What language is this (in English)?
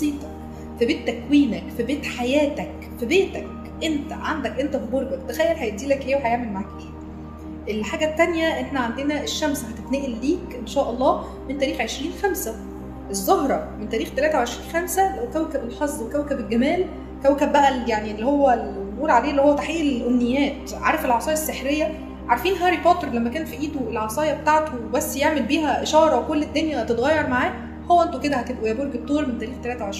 Egyptian Arabic